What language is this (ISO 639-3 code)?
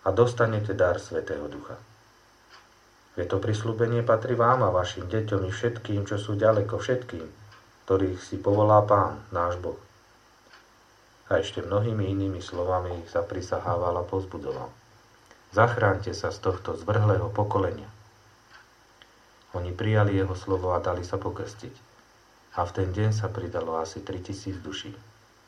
slk